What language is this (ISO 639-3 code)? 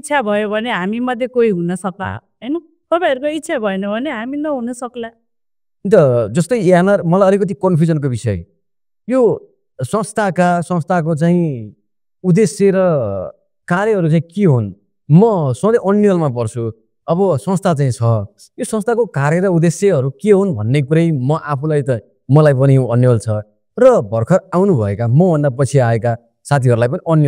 nep